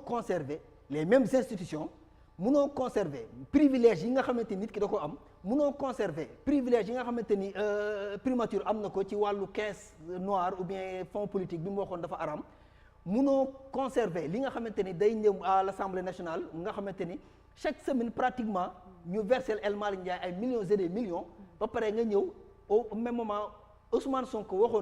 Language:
Wolof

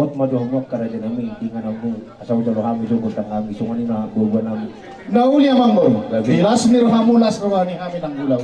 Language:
Batak Toba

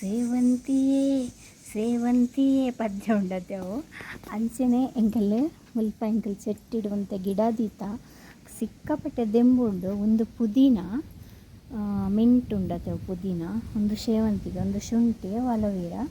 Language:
Tulu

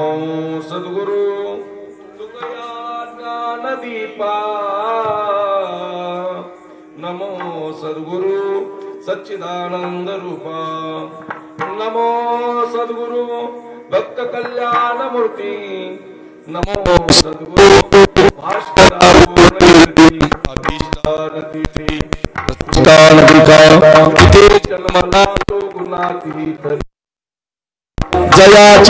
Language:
Marathi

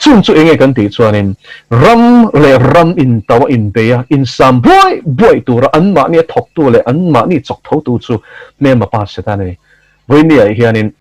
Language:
Mizo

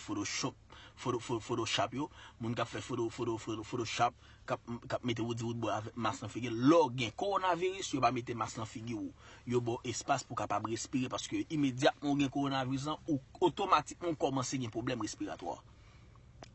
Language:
Haitian Creole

